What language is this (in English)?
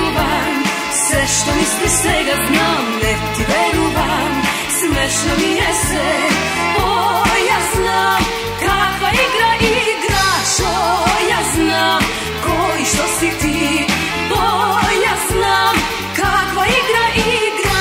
Macedonian